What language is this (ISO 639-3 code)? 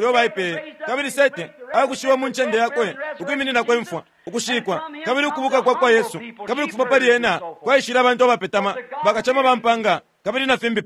bem